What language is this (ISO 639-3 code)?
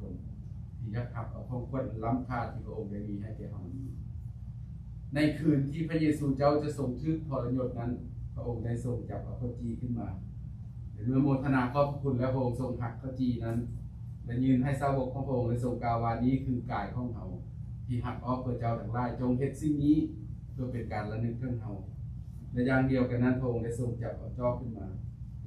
lao